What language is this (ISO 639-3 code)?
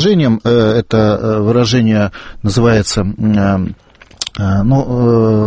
rus